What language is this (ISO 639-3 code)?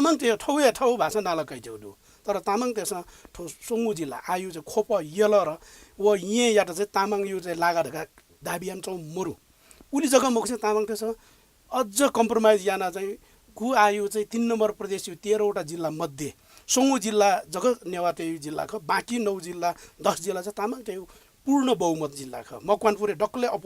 new